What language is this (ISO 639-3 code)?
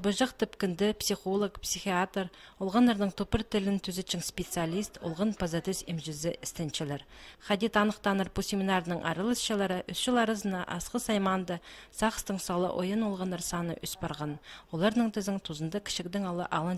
kjh